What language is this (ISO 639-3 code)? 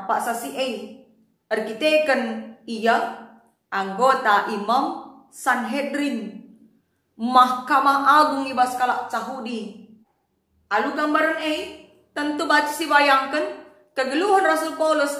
btx